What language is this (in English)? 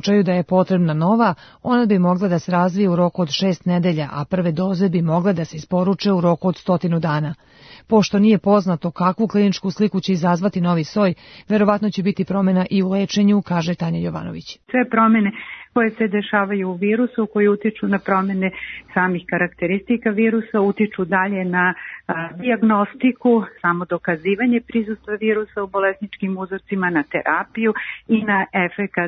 Serbian